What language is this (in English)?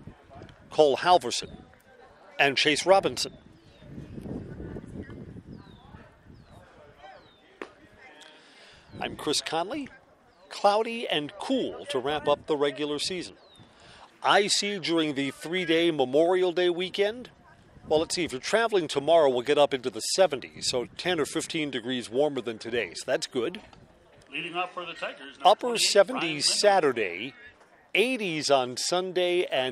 English